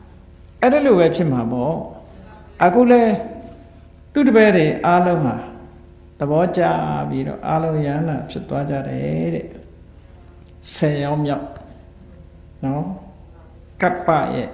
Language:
Burmese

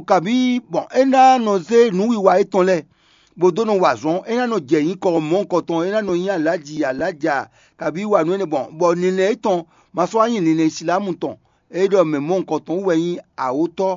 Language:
Fon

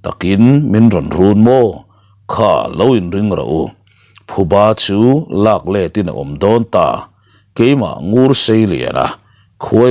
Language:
Mizo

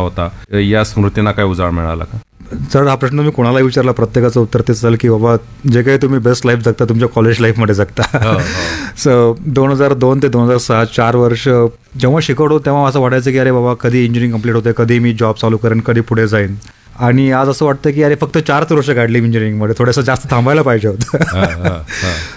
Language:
Marathi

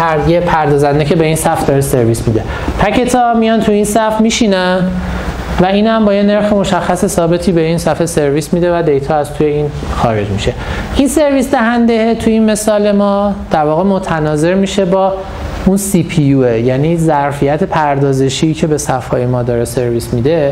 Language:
Persian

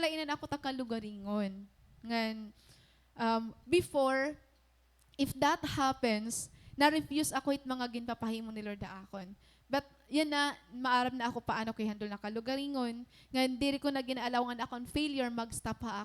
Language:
Waray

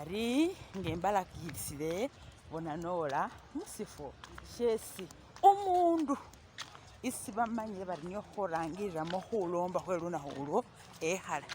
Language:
Masaaba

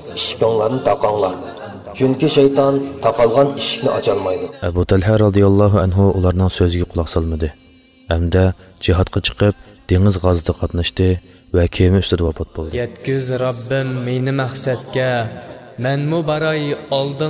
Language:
Uyghur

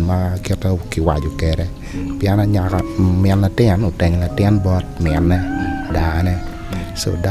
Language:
Acoli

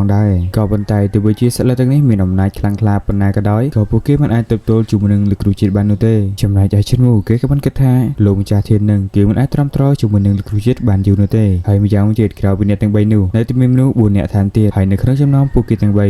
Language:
Khmer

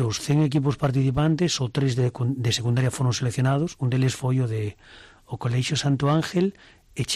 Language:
Galician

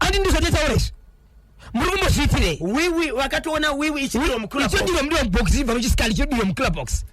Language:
Shona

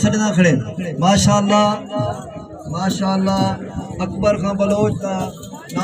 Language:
Saraiki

